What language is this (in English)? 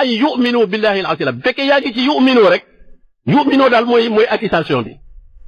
Wolof